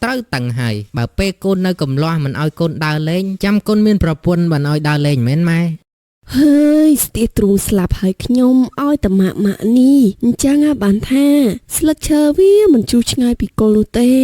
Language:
Khmer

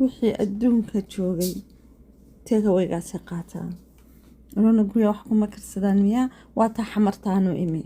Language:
Somali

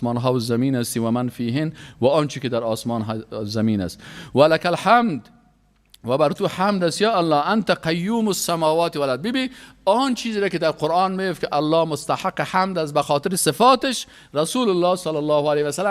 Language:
Persian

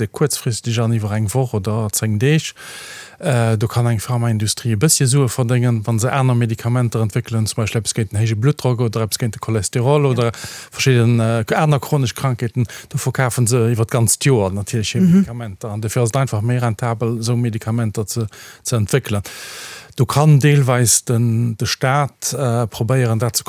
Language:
Luxembourgish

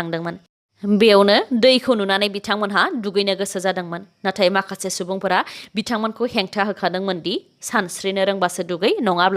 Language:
Bodo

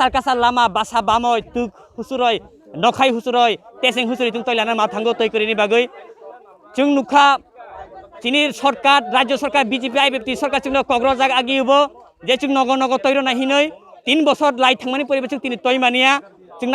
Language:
Kok Borok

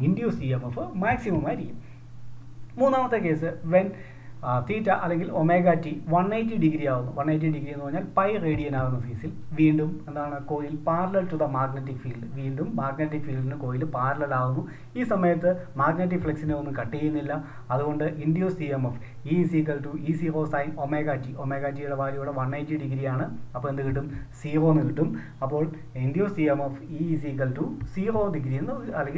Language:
Malayalam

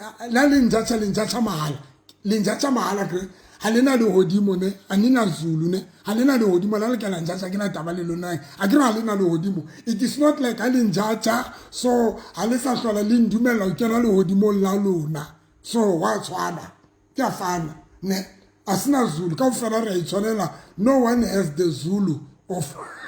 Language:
Southern Sotho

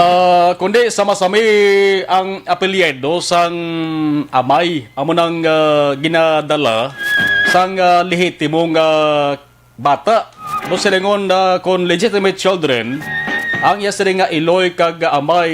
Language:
Hiligaynon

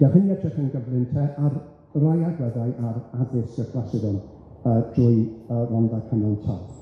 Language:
Welsh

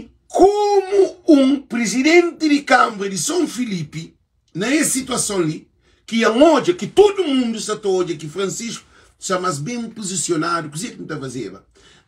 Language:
Kabuverdianu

